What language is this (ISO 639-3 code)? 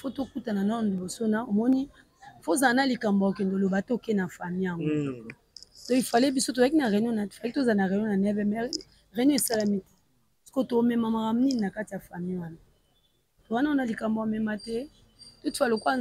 lin